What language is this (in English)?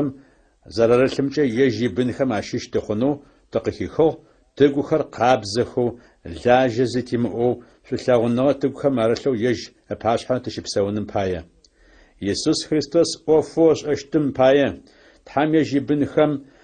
Adyghe